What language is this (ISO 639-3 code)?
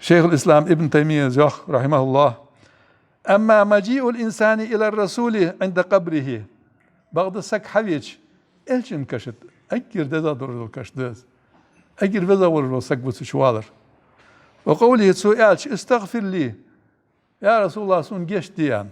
inh